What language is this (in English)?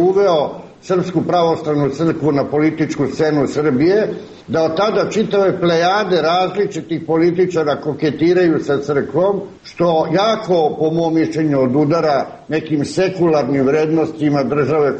Serbian